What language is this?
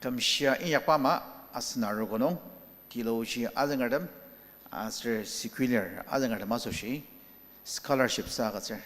Ao Naga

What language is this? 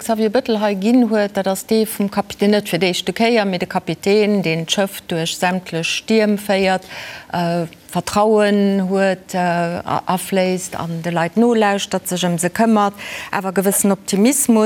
Luxembourgish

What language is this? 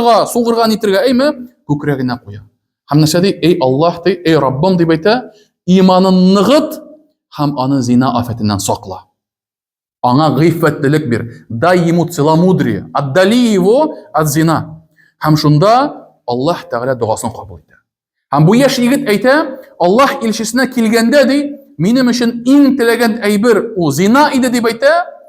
Tatar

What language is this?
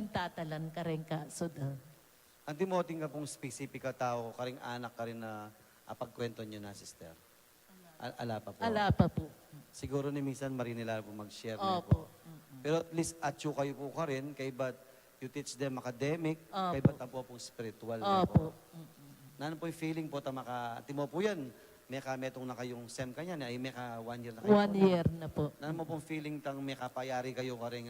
Pampanga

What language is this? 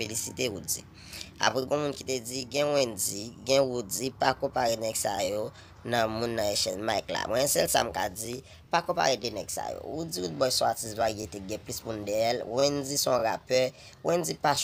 Haitian Creole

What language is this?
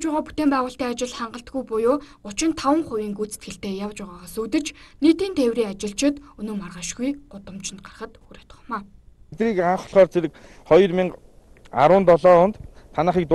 Mongolian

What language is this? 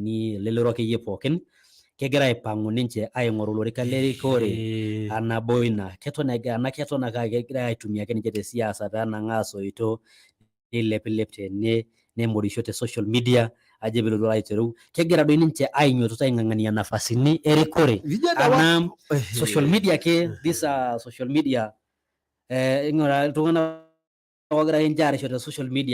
Masai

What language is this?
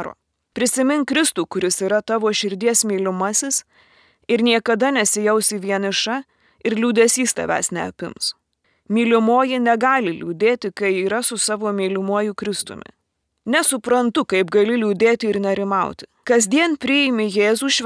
Lithuanian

